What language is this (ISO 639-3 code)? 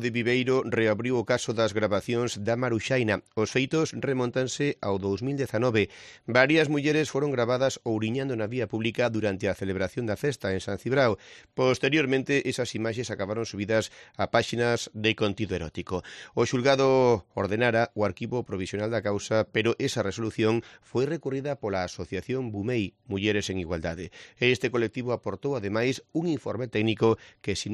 glg